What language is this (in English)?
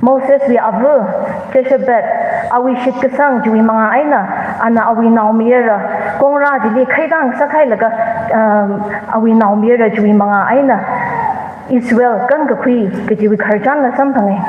Tangkhul Naga (India)